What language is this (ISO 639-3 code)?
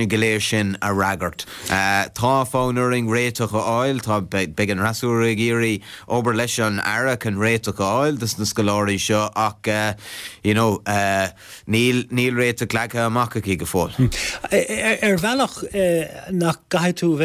gle